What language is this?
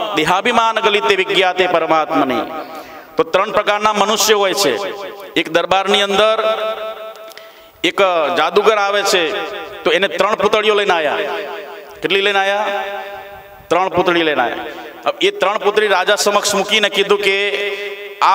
Gujarati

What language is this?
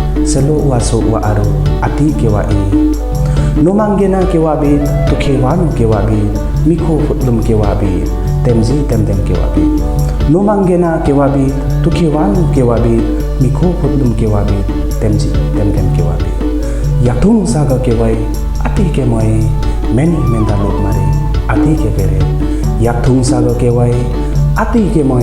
Limbu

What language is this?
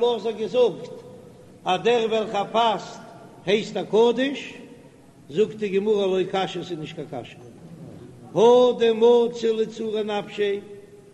Yiddish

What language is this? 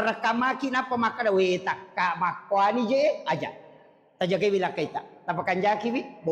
Buginese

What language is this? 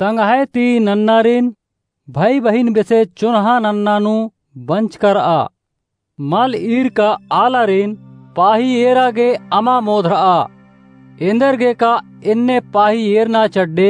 Kurukh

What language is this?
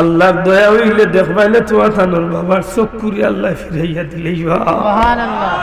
Sylheti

